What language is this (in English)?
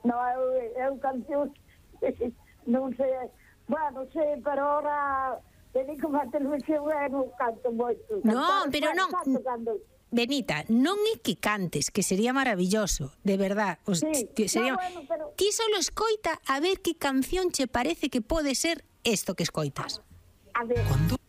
Galician